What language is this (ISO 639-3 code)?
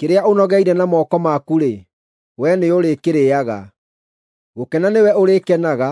kik